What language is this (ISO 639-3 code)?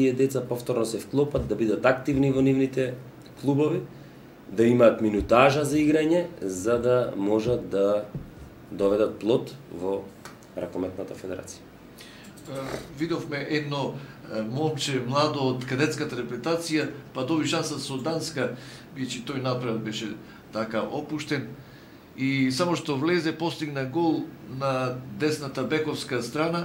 mkd